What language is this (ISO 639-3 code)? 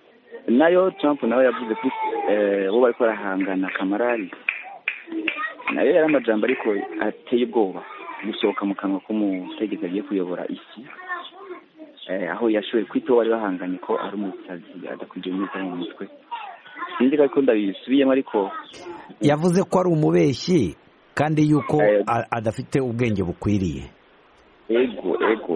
kin